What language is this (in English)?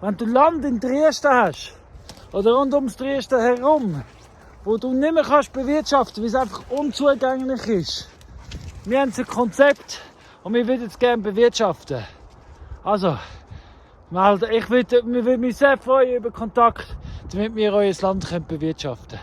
Swiss German